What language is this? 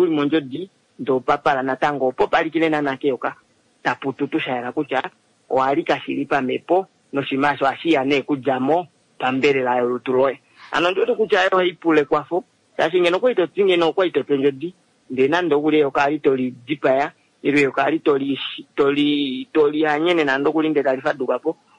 Kuanyama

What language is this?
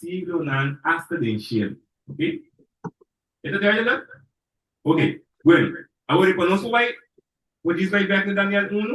Papiamento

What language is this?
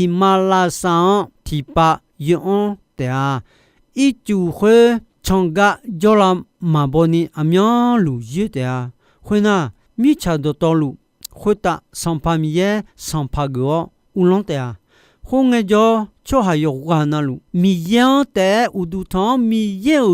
Akha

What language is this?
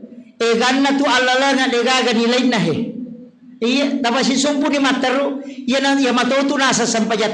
Buginese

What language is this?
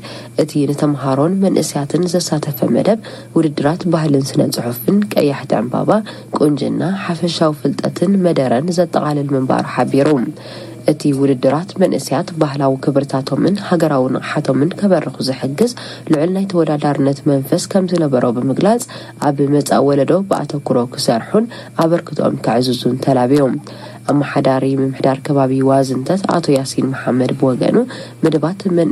Tigrinya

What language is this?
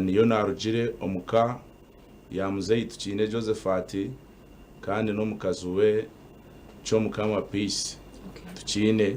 Nyankole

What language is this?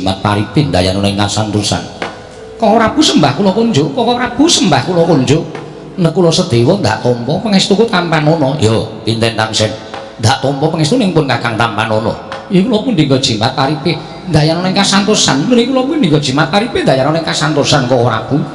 Javanese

